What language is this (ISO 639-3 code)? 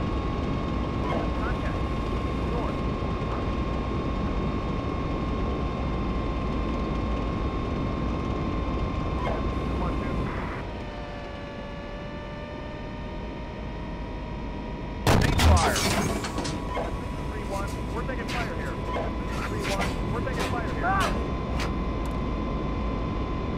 eng